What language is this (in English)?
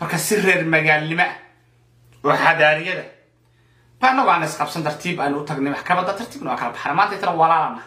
Somali